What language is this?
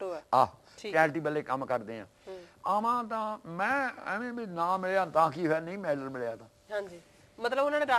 Punjabi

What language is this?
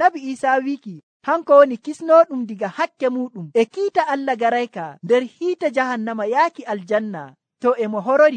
Nigerian Fulfulde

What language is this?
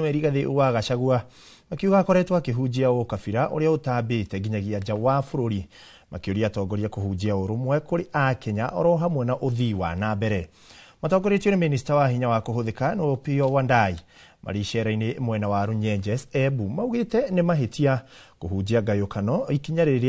Kikuyu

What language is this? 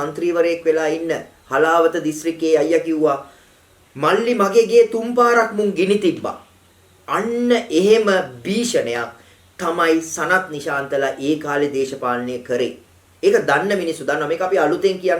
Sinhala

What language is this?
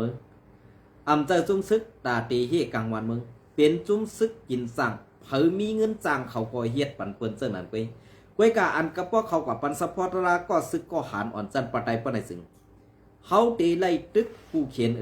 Shan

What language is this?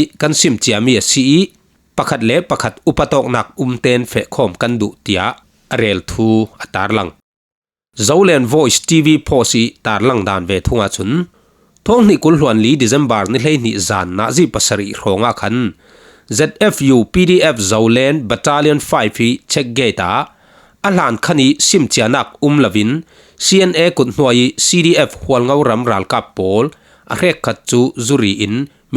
Falam Chin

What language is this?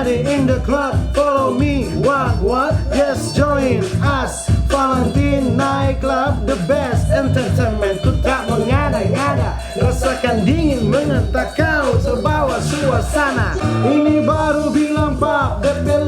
Manado Malay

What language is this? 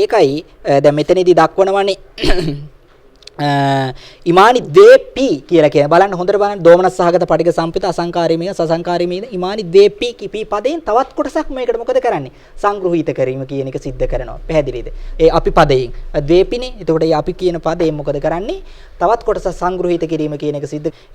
Sinhala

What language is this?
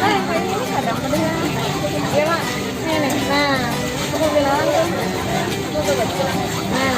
Banjar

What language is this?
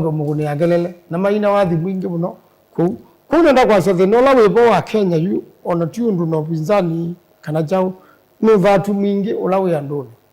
Kamba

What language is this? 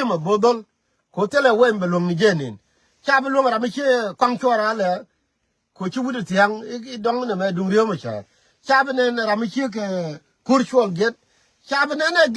Nuer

